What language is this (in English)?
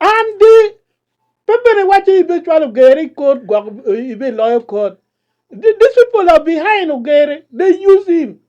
Acoli